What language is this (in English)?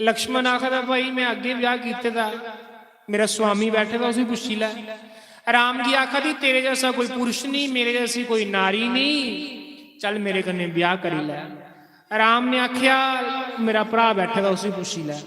Dogri